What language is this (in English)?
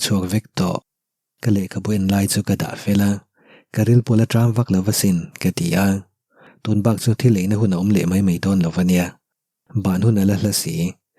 Mizo